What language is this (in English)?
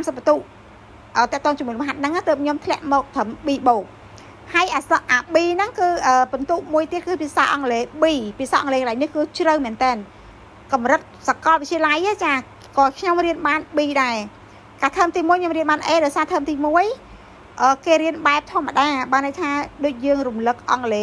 Khmer